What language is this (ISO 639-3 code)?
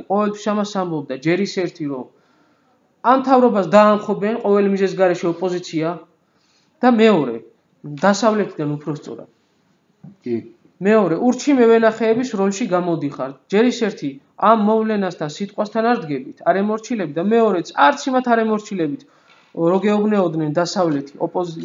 kat